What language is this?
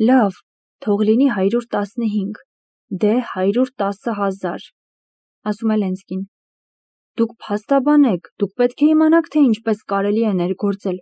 Armenian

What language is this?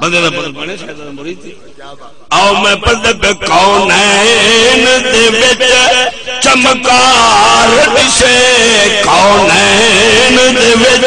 Saraiki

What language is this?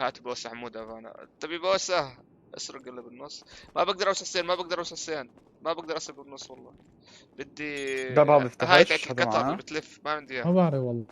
North Levantine Arabic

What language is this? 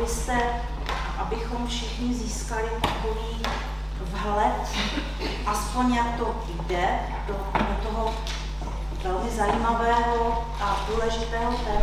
Czech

